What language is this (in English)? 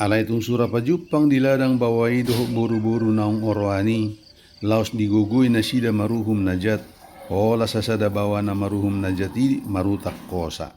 Batak Toba